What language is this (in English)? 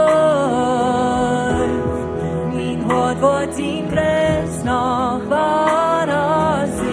Plautdietsch